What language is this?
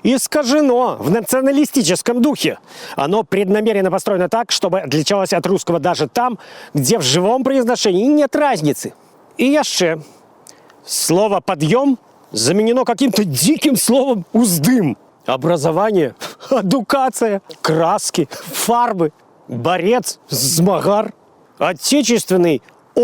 Belarusian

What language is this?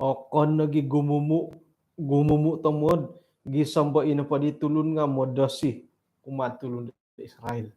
Central Dusun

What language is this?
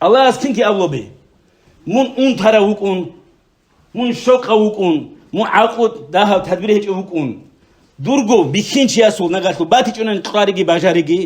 Avaric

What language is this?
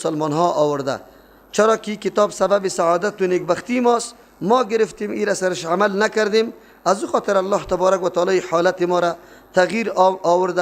Persian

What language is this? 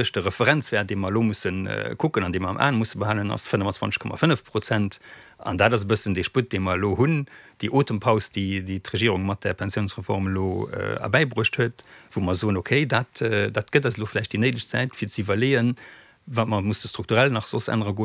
Luxembourgish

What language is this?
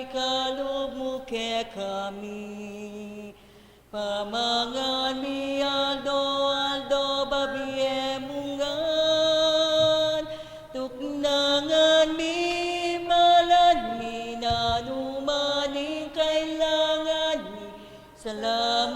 Pampanga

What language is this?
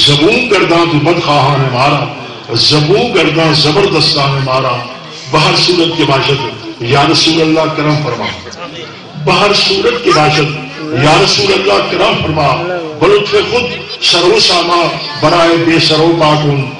Saraiki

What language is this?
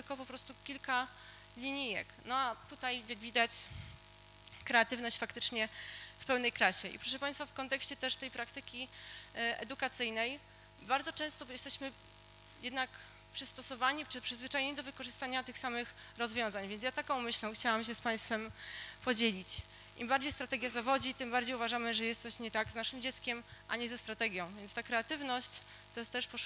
Polish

